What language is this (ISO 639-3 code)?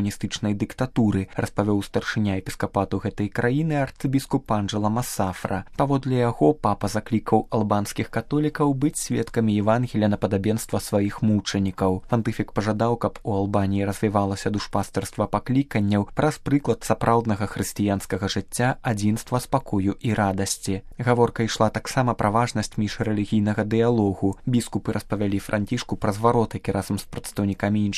bel